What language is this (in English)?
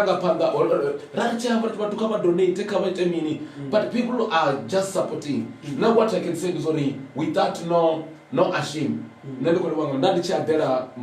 Venda